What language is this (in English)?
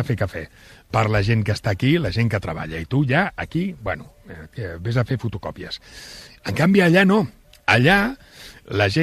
Catalan